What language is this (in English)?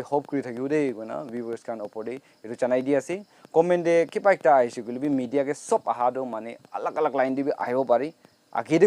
Naga Pidgin